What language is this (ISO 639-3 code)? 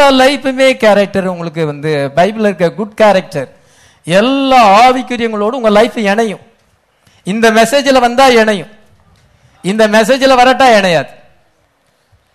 tam